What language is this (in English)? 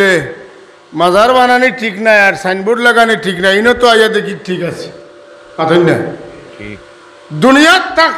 Sylheti